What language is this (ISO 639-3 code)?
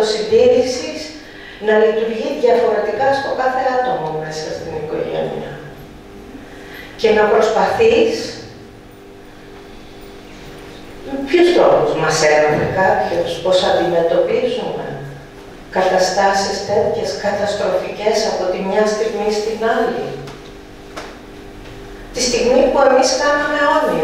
ell